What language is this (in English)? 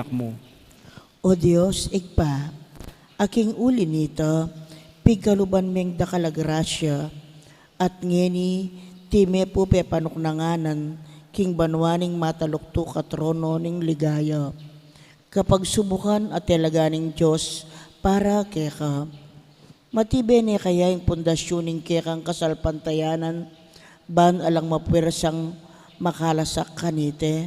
Pampanga